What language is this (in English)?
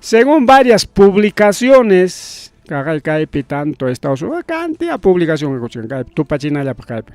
Ayacucho Quechua